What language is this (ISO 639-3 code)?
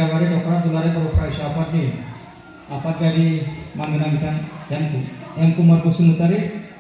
brx